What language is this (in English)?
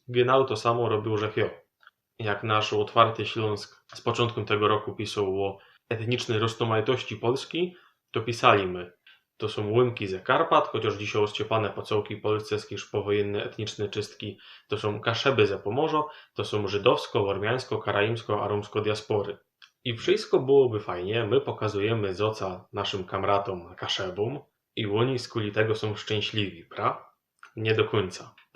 Silesian